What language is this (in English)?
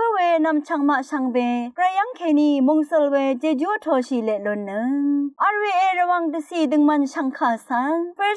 Rawang